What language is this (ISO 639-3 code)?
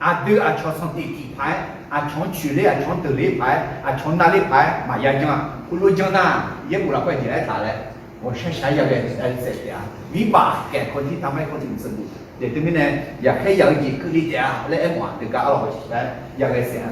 ahk